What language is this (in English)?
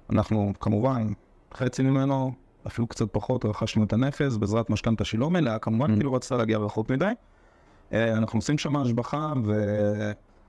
Hebrew